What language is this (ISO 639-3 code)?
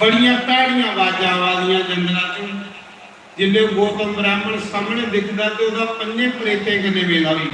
doi